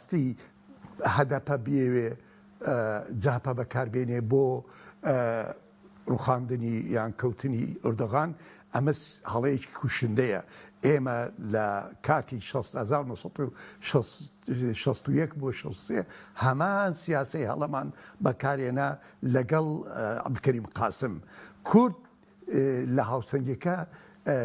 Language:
Central Kurdish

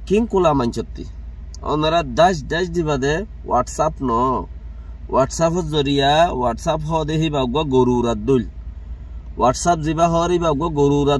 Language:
Rohingya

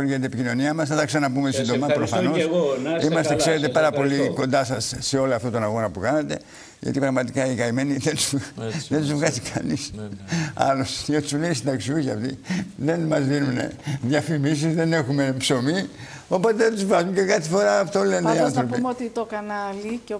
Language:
Greek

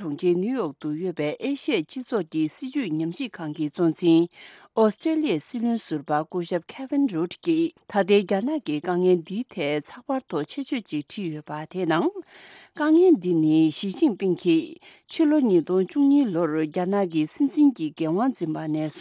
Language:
Tibetan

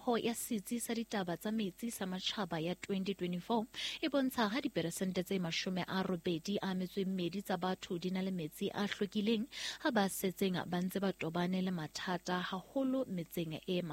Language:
Southern Sotho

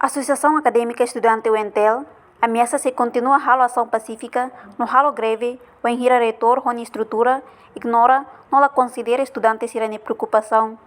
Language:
Tetum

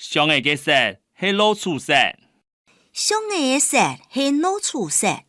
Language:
Hakka Chinese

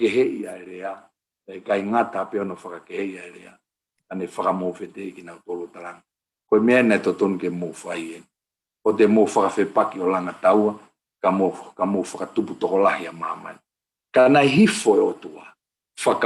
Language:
Tongan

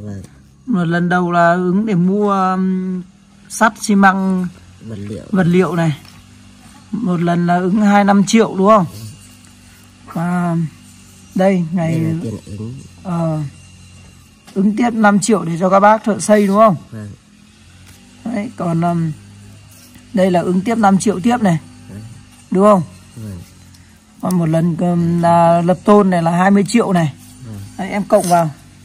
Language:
Vietnamese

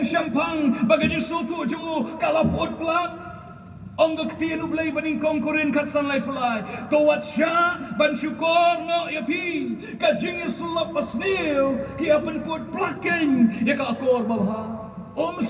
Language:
Khasi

